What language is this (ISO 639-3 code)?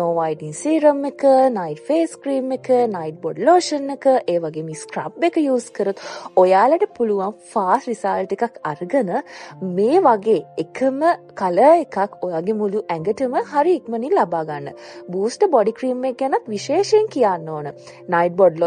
sin